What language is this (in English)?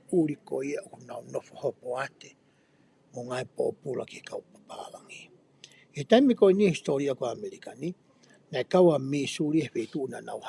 Tongan